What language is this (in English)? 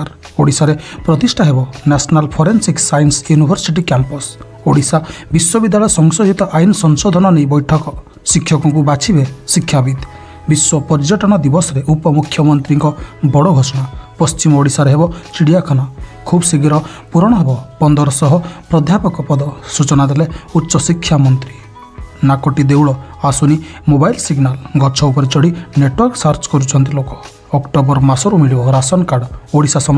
Odia